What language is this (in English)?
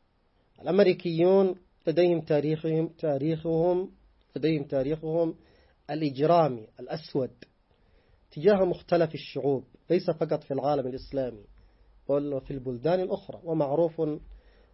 Arabic